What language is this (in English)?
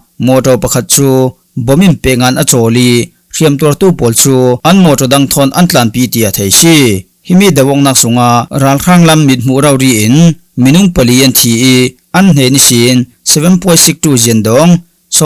Falam Chin